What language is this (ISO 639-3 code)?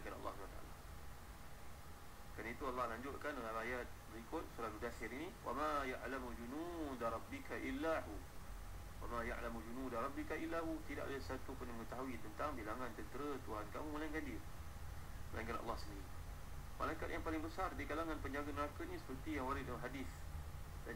msa